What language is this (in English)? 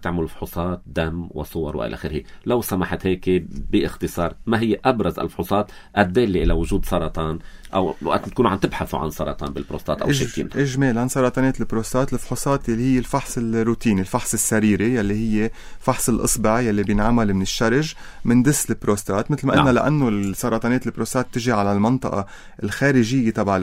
North Levantine Arabic